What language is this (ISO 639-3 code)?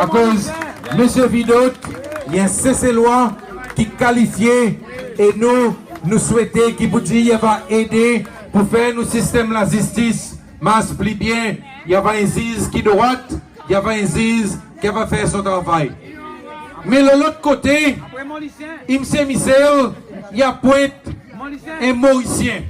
crs